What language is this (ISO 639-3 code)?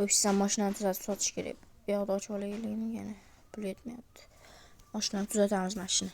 uzb